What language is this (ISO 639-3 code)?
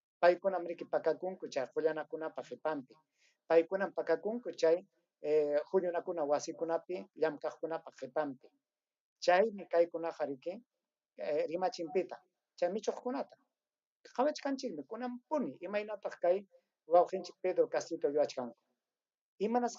quy